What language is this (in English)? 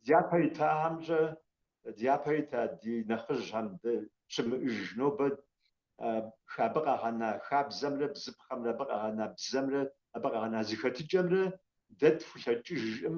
Kabardian